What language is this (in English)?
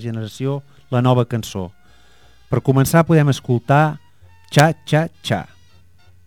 Catalan